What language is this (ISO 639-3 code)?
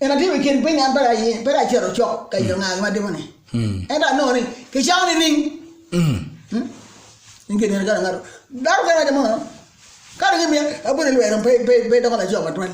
ach